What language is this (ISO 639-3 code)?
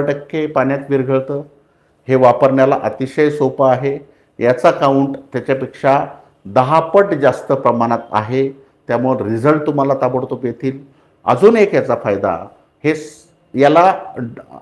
mar